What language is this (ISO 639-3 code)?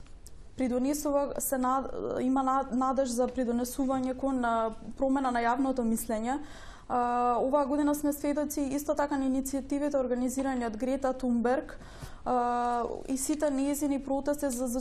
mkd